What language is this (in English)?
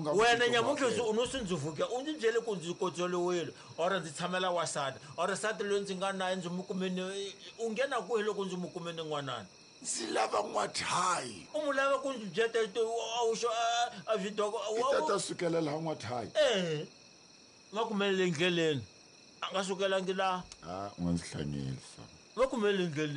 Tsonga